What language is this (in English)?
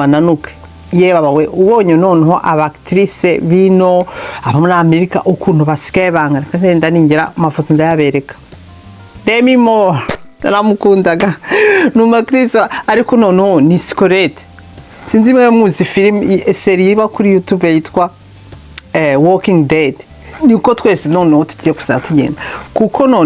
Kinyarwanda